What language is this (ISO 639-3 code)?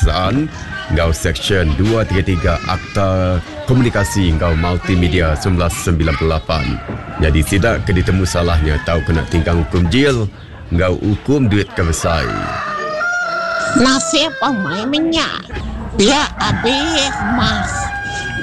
iba